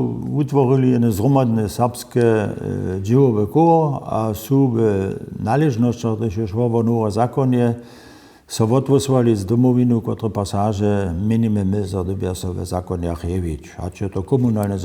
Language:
Upper Sorbian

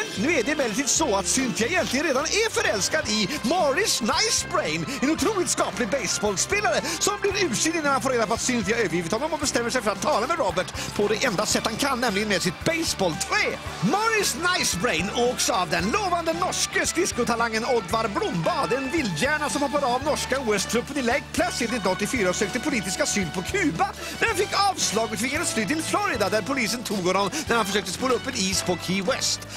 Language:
Swedish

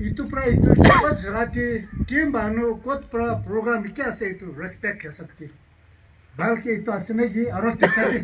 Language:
Naga Pidgin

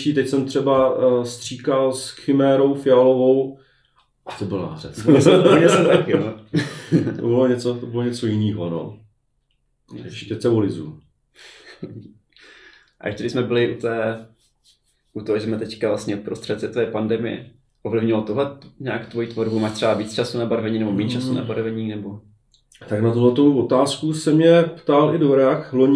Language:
Czech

